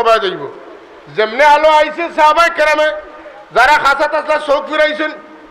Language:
Sylheti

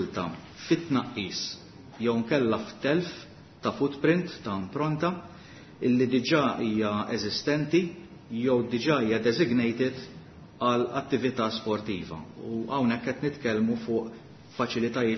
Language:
Maltese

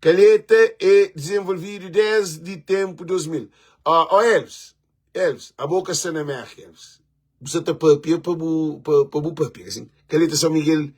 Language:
Kabuverdianu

